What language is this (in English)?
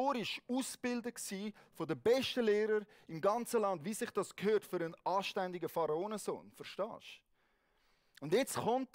Swiss German